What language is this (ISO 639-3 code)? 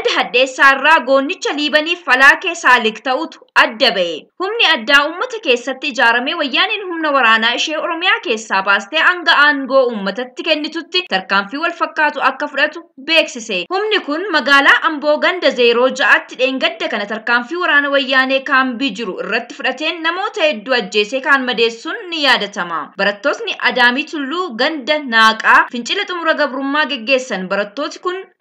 orm